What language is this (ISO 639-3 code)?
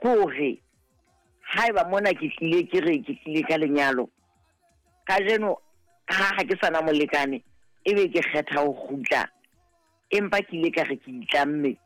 sot